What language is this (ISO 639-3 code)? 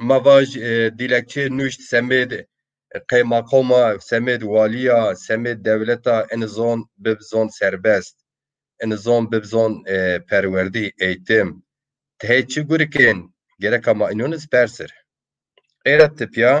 zza